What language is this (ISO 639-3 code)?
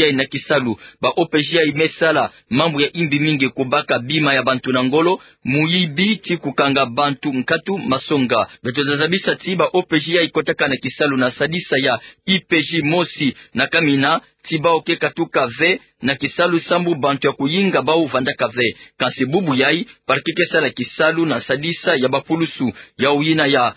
ktu